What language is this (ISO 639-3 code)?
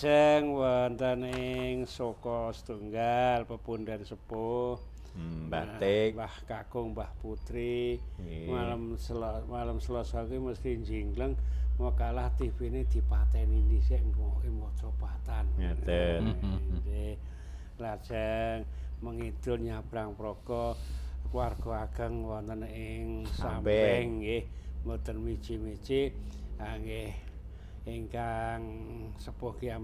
jav